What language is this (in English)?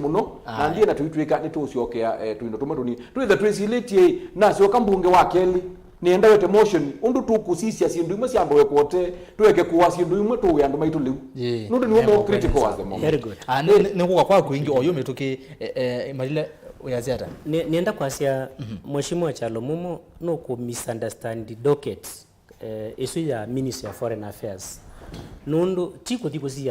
Kamba